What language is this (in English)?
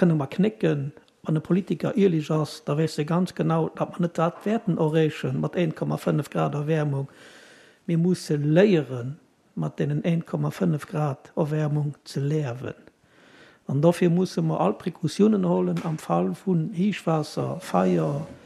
Luxembourgish